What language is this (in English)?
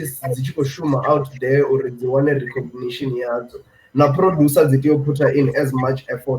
Venda